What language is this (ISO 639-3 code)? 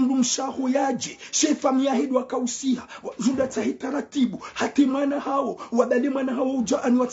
zdj